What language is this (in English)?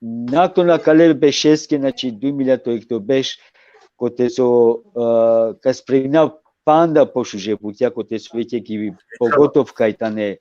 Balkan Romani